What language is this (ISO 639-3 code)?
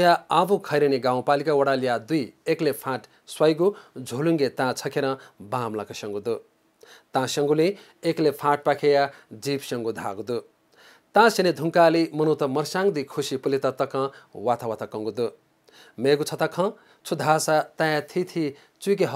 new